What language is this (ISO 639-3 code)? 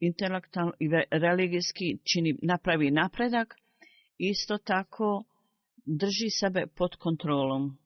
bos